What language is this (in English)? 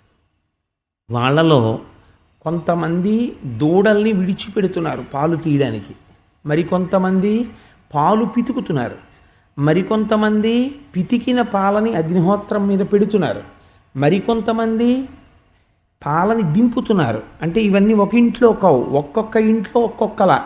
Telugu